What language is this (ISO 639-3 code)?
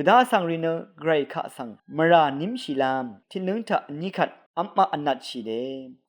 raw